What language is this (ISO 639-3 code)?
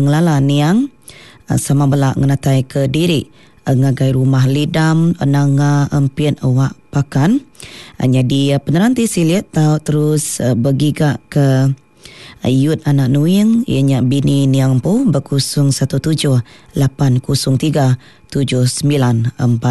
iba